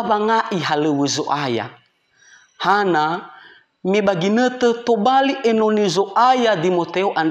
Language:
Nias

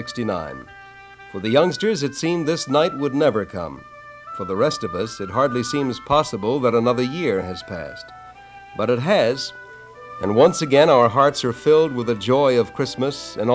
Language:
English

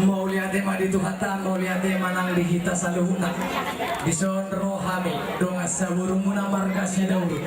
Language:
Batak Toba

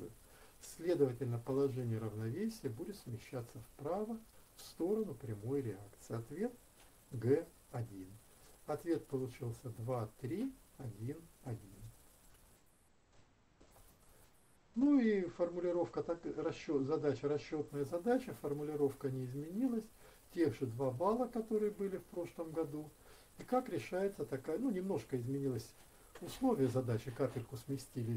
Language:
Russian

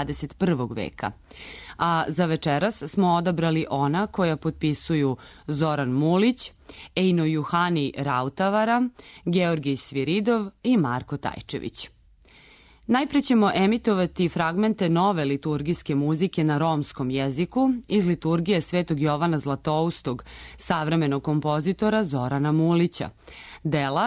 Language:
Serbian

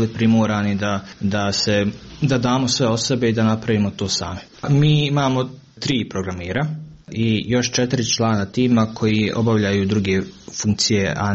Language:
Croatian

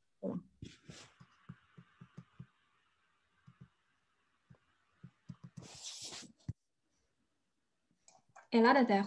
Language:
Hebrew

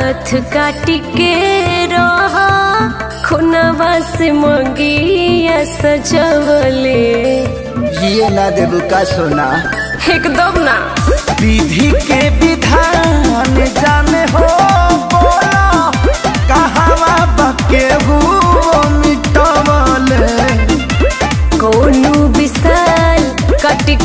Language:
Bhojpuri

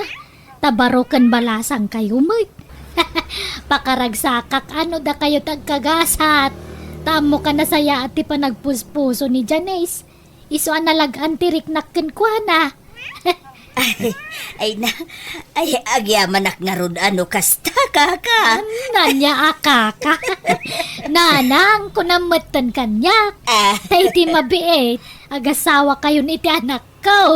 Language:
Iloko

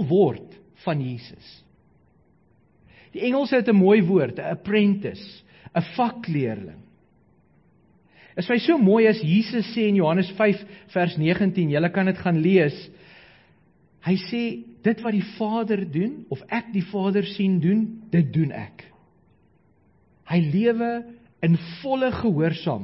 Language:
Afrikaans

